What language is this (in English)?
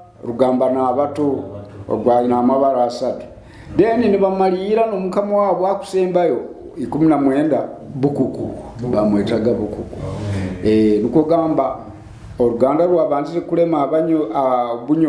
Nyoro